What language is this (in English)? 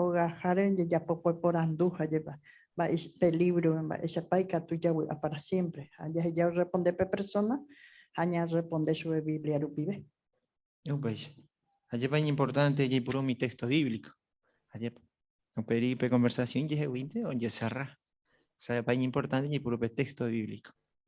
Guarani